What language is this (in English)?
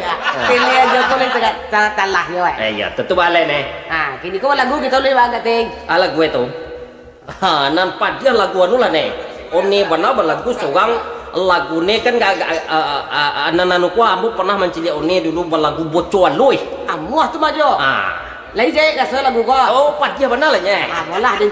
Minangkabau